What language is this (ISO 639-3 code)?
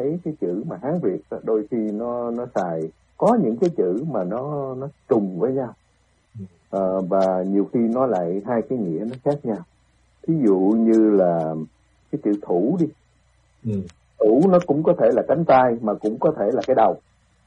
vie